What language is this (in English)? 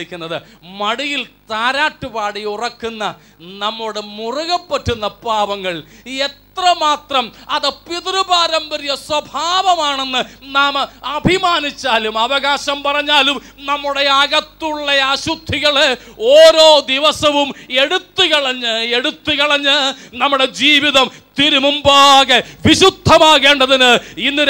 Malayalam